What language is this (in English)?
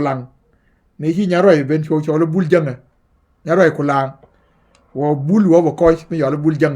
Nuer